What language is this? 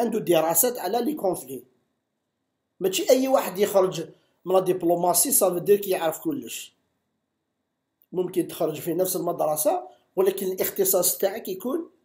Algerian Arabic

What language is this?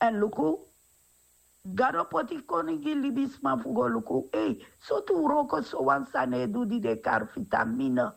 Sranan Tongo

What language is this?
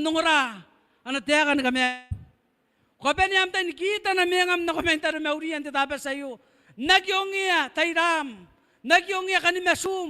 Gilbertese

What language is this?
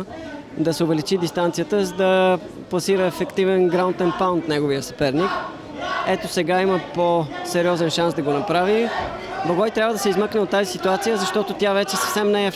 Bulgarian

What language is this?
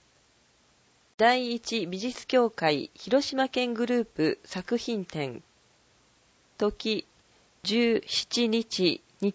Japanese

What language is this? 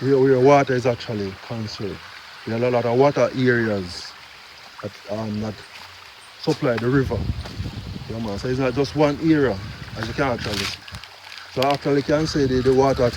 Jamaican Creole English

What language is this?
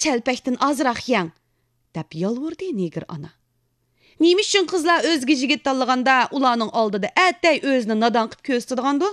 Uyghur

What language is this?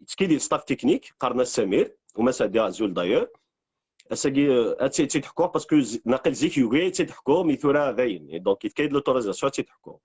Kabyle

